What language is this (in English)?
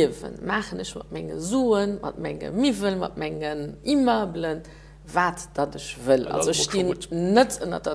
Luxembourgish